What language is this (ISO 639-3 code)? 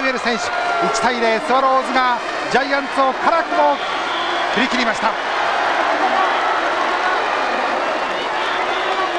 jpn